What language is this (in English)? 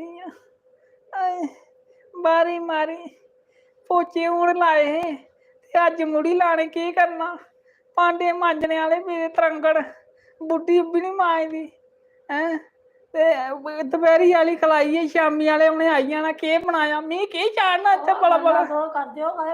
Dogri